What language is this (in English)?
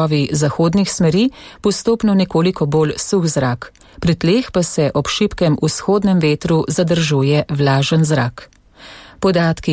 Slovenian